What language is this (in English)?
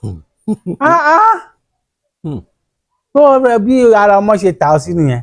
Yoruba